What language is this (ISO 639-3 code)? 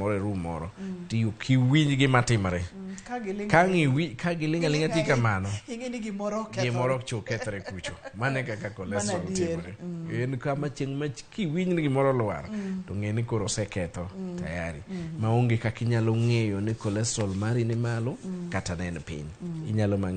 luo